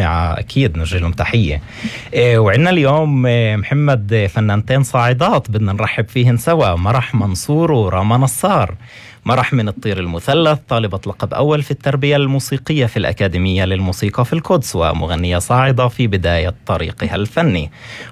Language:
North Levantine Arabic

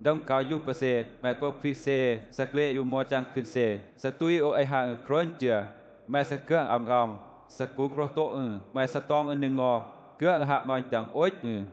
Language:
Western Lawa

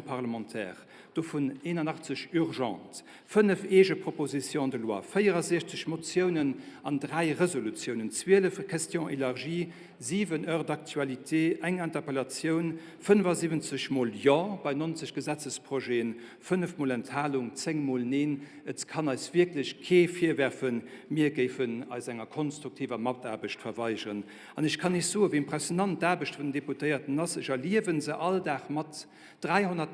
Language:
Luxembourgish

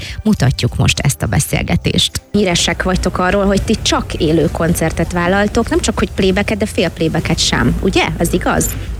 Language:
Hungarian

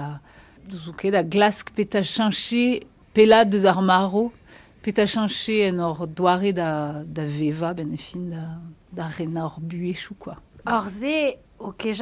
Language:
Breton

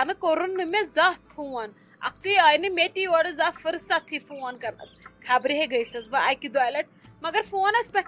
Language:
Kashmiri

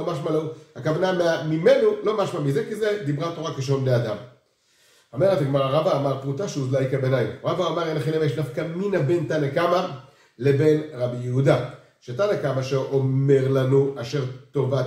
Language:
Hebrew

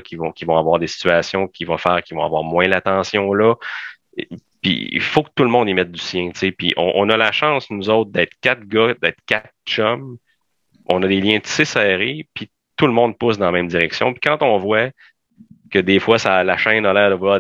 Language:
French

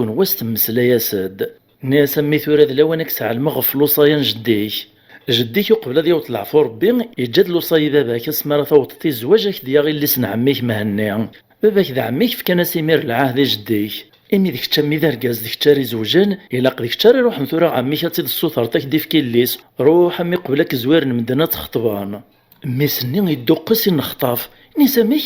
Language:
Kabyle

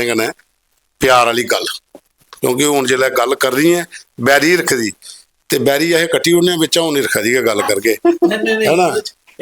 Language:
Dogri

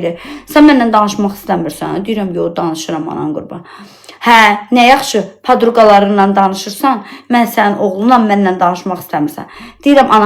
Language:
Azerbaijani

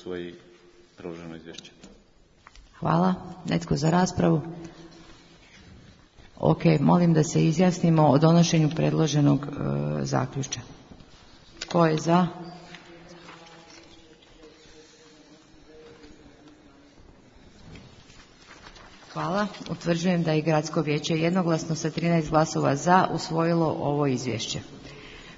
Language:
Croatian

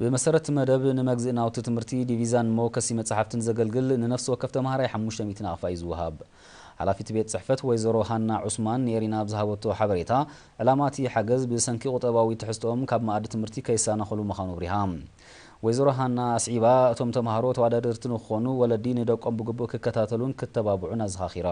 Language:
Tigrinya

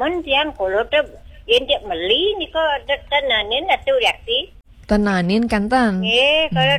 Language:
Balinese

